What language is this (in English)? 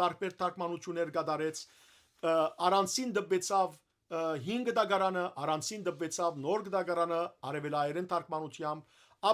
Western Armenian